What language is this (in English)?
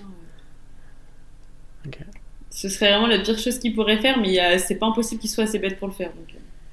French